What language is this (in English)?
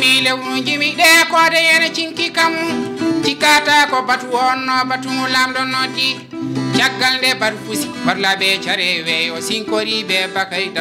Fula